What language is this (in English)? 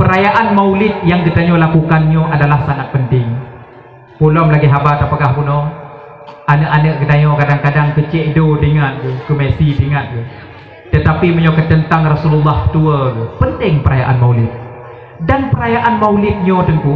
Achinese